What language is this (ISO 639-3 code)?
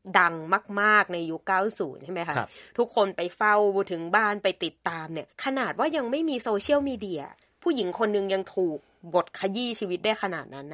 tha